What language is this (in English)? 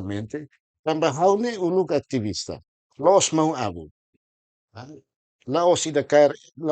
Tetum